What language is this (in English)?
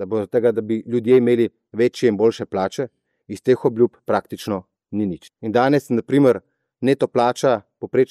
Slovenian